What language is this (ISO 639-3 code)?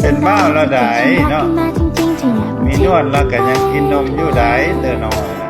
lao